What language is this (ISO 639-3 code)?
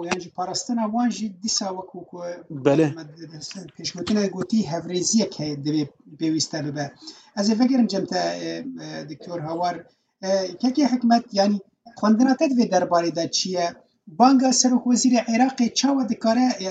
kur